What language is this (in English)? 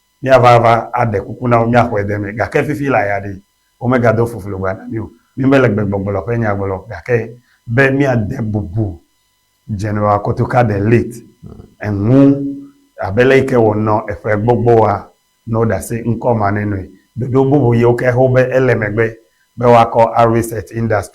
Ewe